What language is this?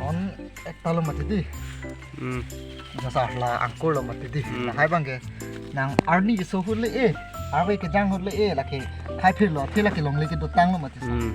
Karbi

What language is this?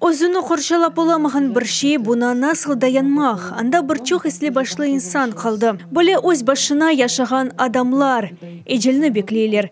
Crimean Tatar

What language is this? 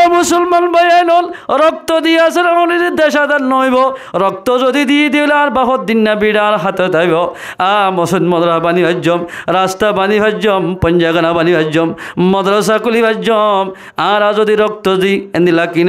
Rohingya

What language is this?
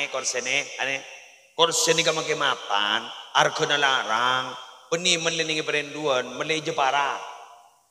Madurese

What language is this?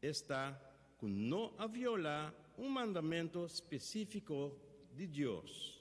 Papiamento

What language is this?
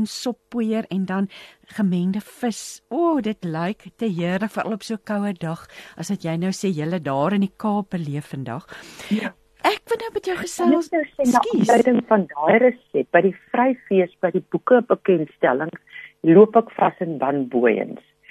Afrikaans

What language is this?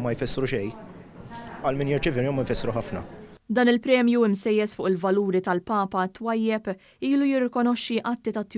Maltese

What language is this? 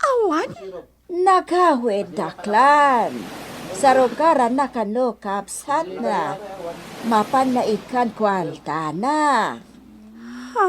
Iloko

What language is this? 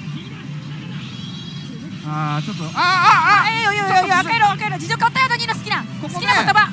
Japanese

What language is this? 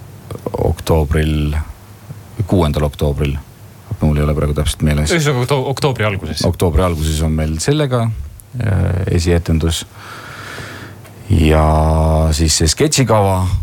Estonian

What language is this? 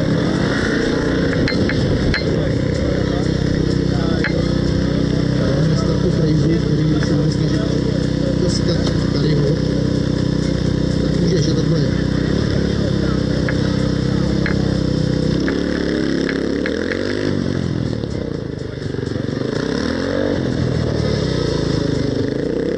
Czech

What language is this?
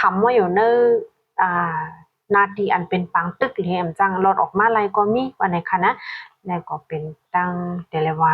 Shan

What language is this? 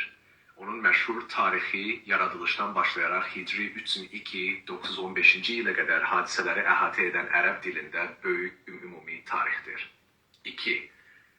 South Azerbaijani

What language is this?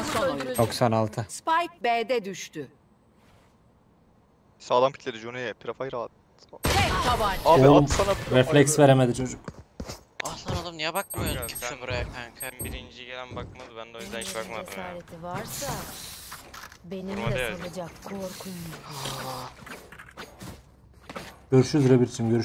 Turkish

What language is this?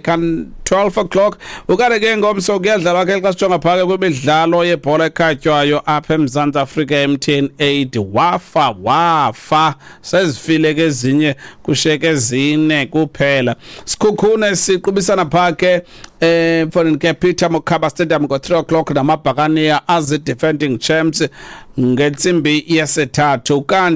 Xhosa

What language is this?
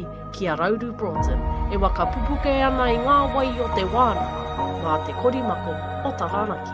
Māori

